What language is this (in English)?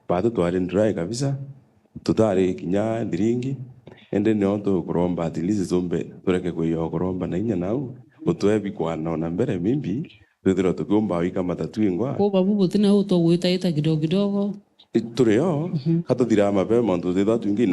Meru